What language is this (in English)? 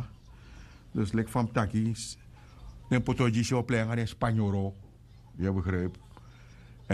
Sranan Tongo